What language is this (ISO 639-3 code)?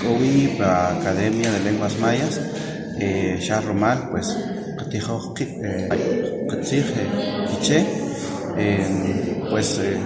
quc